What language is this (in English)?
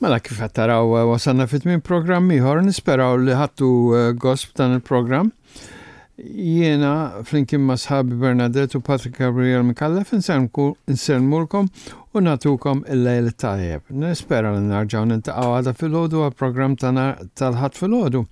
Maltese